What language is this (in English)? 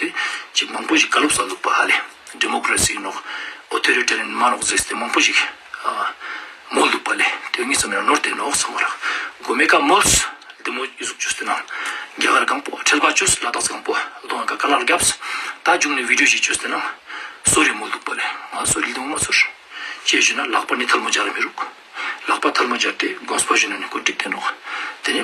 Ladakhi